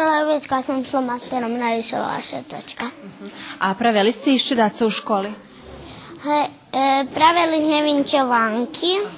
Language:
Rusyn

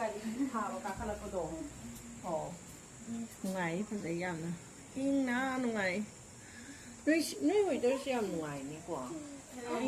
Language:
Manipuri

